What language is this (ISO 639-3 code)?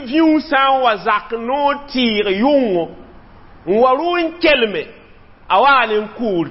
mos